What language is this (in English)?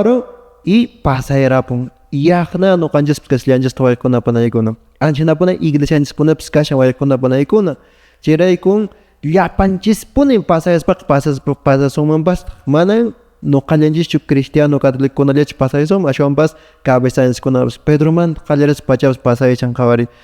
Quechua